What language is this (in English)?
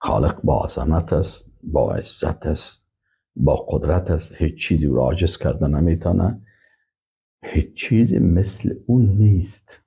Persian